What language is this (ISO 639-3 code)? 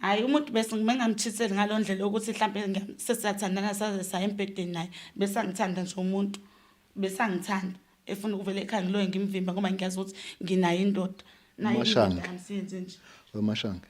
zul